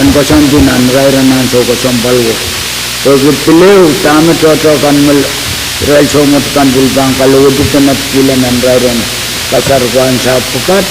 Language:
Pohnpeian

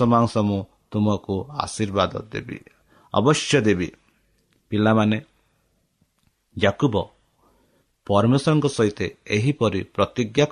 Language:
Odia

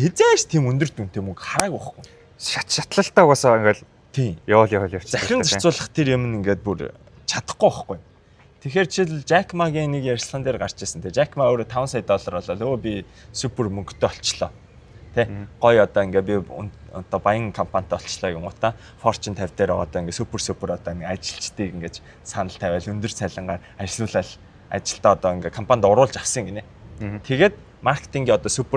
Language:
Mongolian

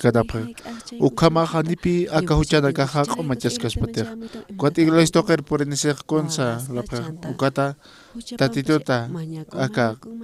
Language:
Aymara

